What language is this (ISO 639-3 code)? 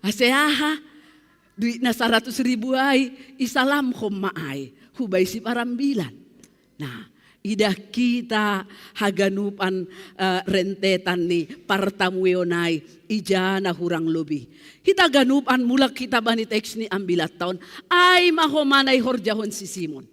bts